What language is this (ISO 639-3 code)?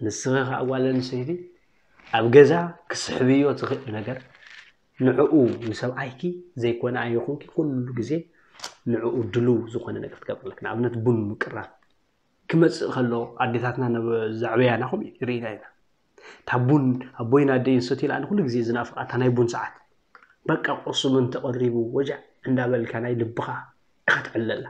tir